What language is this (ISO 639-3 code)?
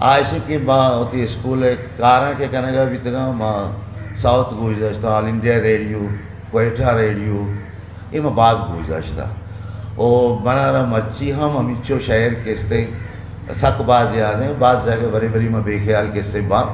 bgp